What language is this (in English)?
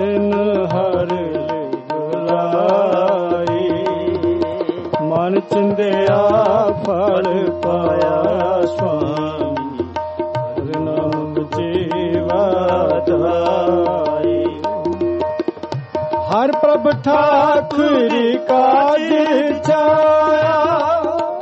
Punjabi